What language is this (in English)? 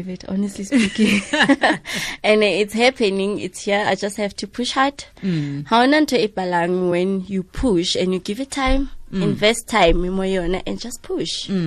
Tswana